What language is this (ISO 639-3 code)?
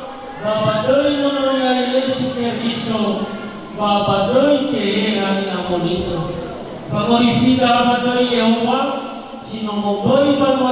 nia